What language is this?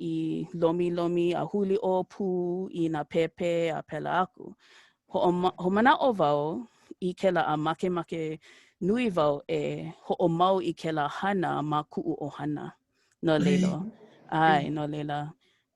Hawaiian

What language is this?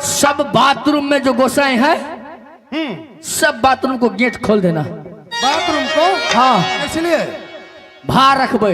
Maithili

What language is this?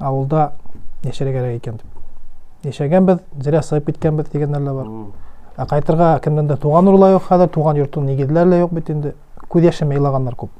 Bashkir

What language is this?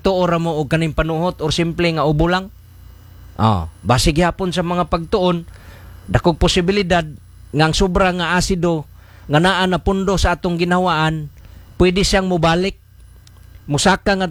Cebuano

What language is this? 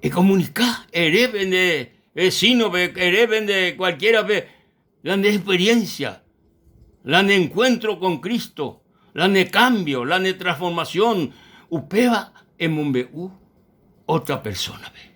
Guarani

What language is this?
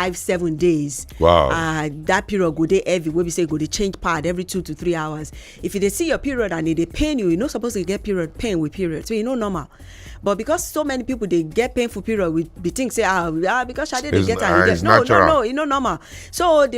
Nigerian Pidgin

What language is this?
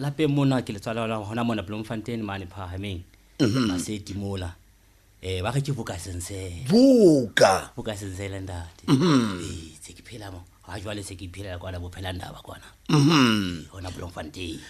Southern Sotho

